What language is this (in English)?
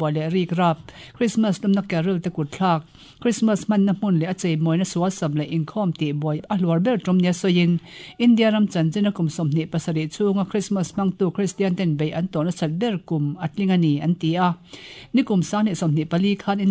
Mizo